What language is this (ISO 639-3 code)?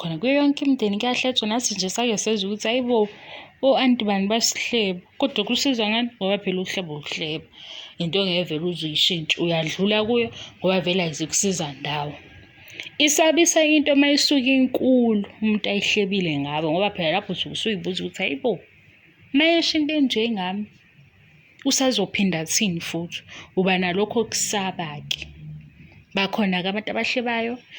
zul